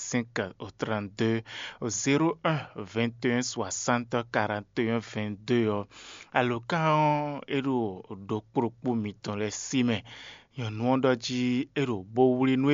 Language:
Fon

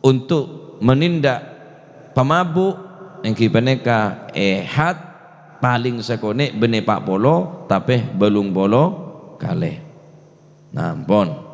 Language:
Madurese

